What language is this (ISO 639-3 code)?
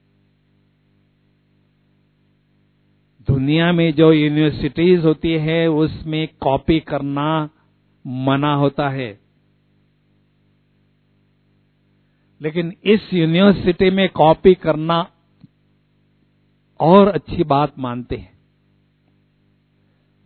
hin